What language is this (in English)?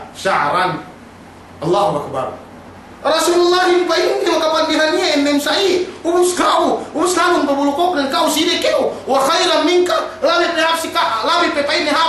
Yakan